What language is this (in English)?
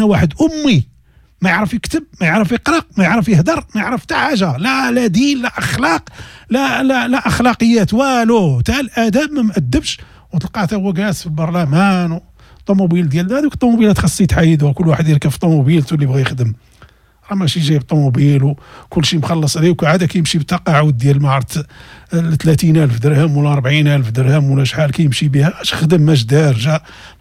Moroccan Arabic